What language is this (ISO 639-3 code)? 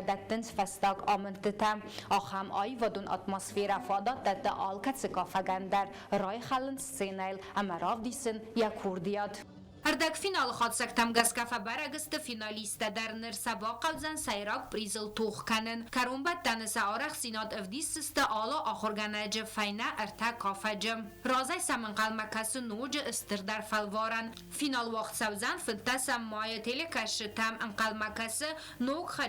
oss